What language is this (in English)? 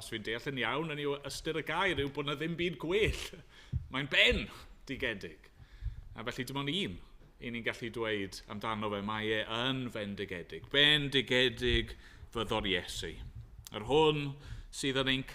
Welsh